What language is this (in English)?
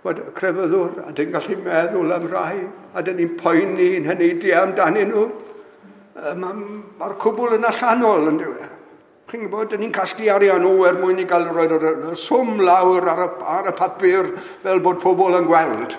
Welsh